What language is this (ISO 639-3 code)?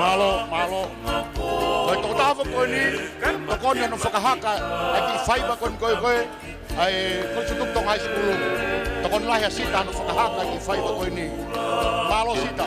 ton